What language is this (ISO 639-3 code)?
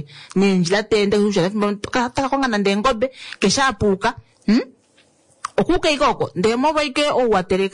kua